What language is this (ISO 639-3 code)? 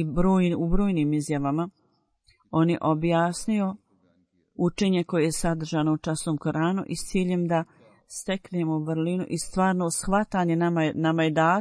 bos